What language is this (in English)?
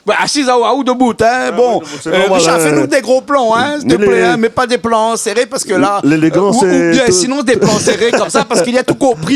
Réunion Creole French